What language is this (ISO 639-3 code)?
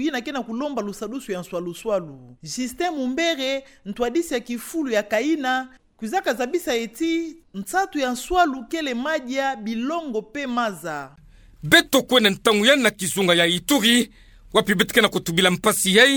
ktu